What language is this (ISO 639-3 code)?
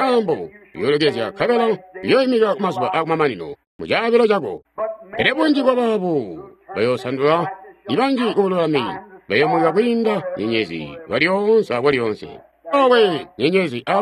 toi